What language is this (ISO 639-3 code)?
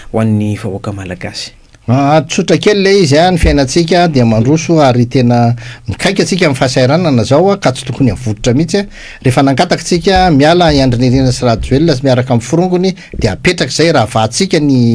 mlg